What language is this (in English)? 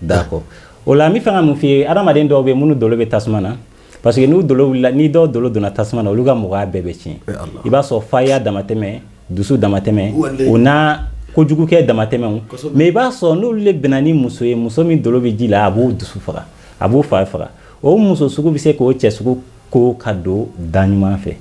Bambara